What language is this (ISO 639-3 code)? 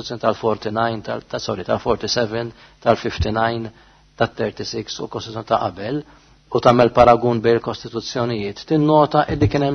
mlt